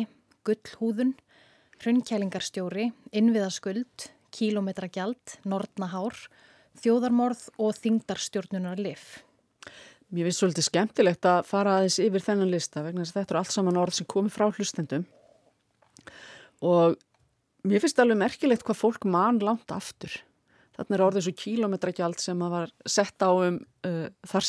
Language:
Icelandic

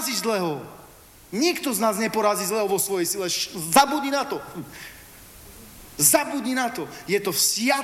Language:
Slovak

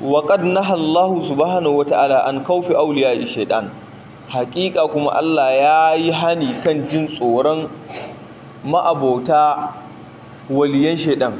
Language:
Hausa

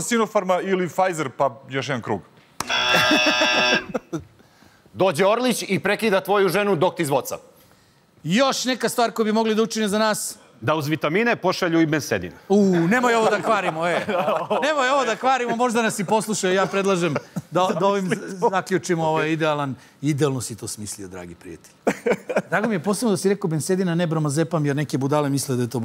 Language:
Serbian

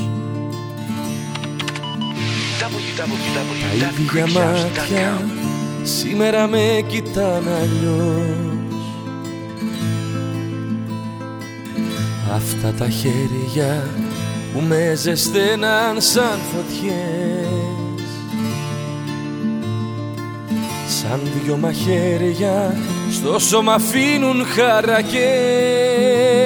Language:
Greek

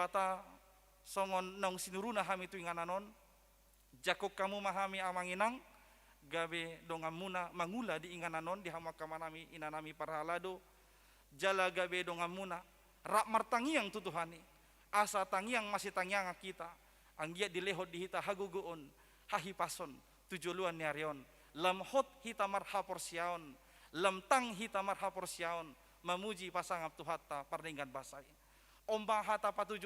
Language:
Batak Toba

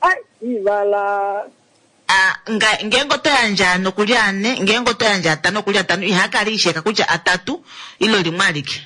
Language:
Kuanyama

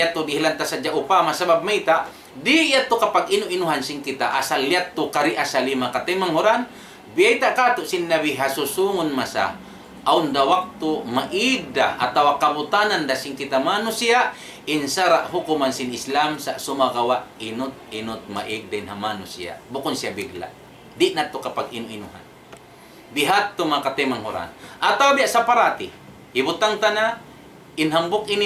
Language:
Tausug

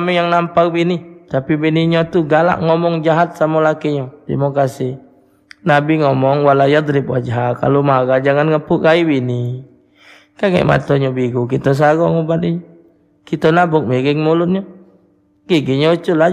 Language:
Musi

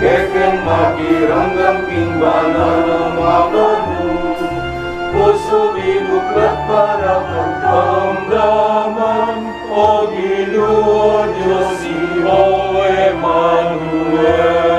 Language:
Pampanga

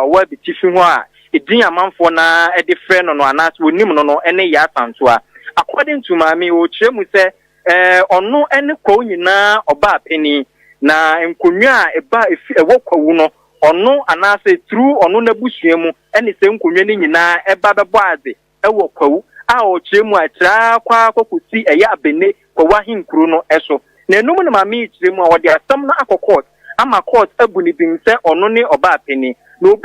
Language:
Akan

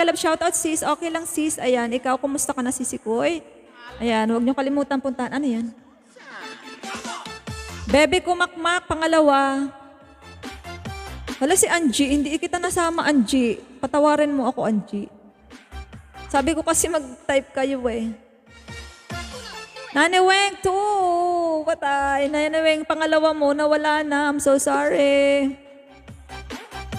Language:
Filipino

